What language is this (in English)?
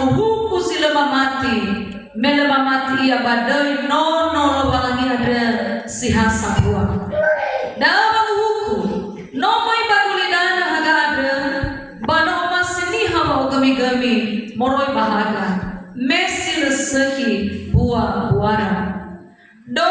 Nias